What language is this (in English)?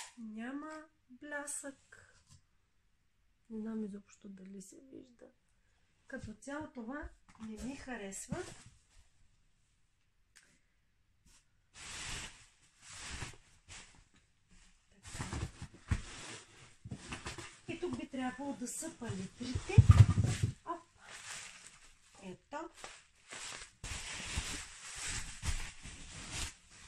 Bulgarian